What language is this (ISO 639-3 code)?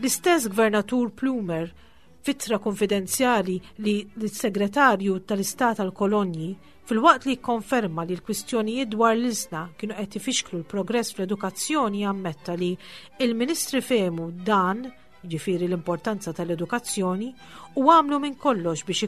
mlt